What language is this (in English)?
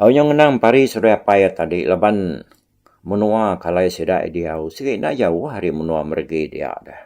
Iban